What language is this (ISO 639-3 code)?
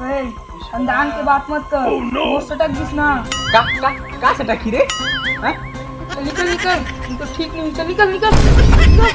hne